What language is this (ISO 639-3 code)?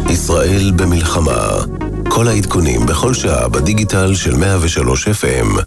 heb